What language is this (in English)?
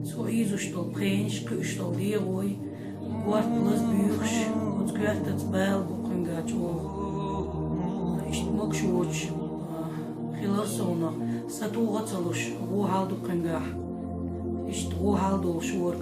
Chechen